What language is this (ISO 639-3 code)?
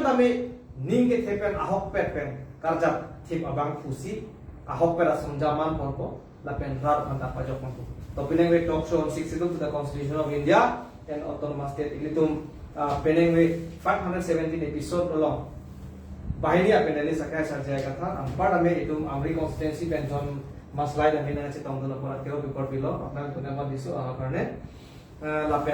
mjw